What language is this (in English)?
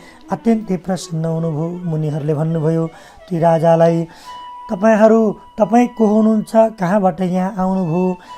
Nepali